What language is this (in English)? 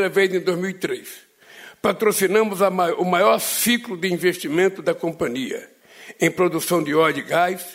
Portuguese